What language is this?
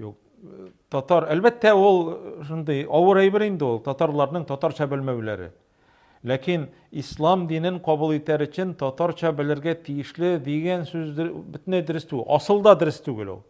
Tatar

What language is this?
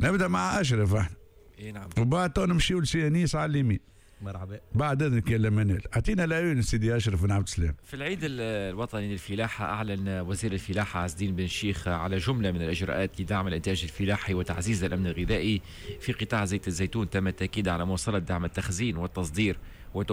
Tunisian Arabic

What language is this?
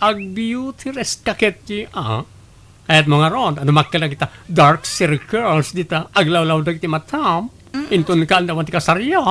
Iloko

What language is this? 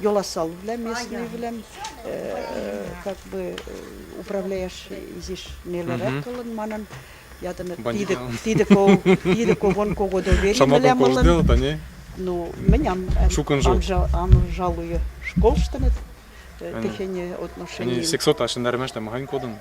Western Mari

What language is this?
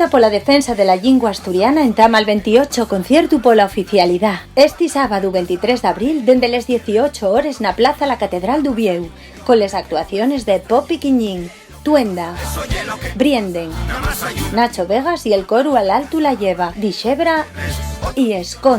Asturian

